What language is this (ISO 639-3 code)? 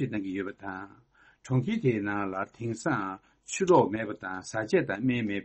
bod